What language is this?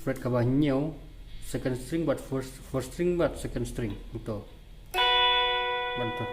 Khasi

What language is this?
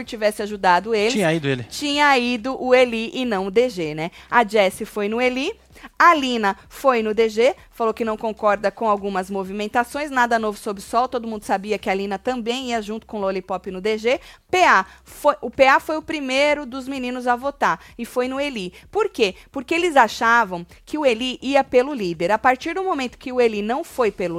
Portuguese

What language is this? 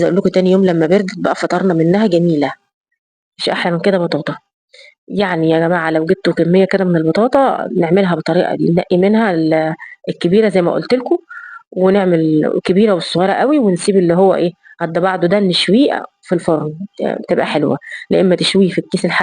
Egyptian Arabic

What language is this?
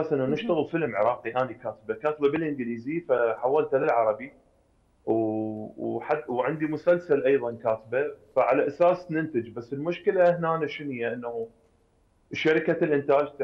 Mesopotamian Arabic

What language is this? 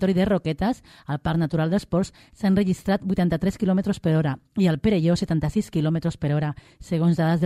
Catalan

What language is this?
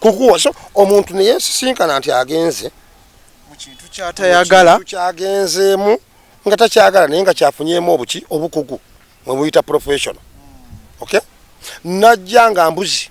Ganda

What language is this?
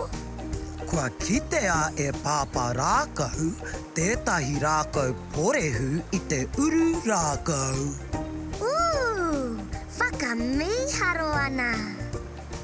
Māori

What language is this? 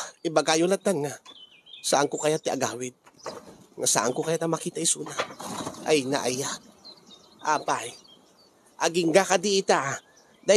Iloko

